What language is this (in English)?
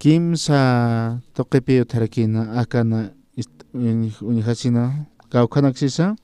Aymara